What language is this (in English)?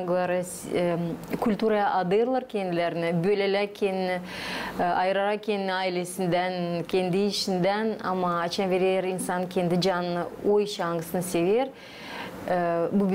Gagauz